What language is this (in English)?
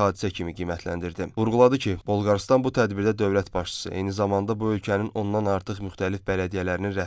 Azerbaijani